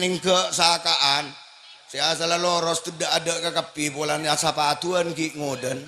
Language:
Madurese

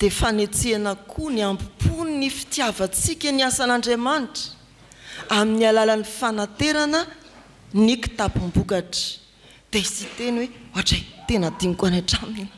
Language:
Malagasy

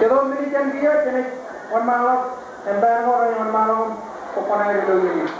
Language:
Marshallese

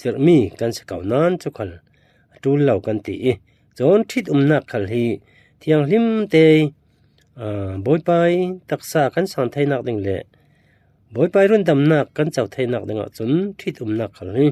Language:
Falam Chin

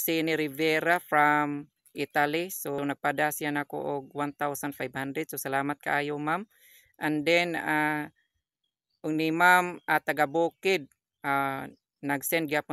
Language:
Cebuano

